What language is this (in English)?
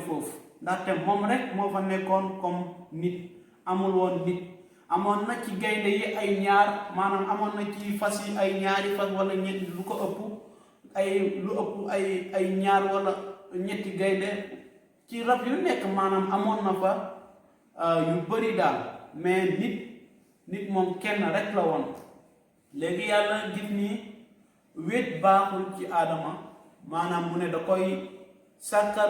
Wolof